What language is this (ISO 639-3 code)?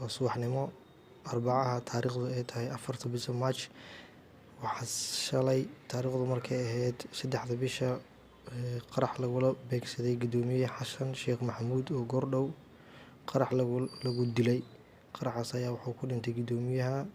som